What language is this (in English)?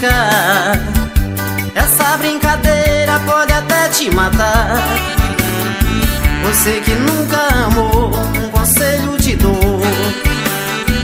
Portuguese